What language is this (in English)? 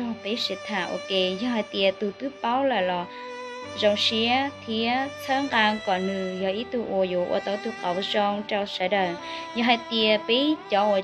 Hmong